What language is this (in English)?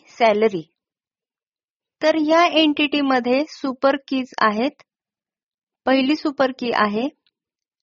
Marathi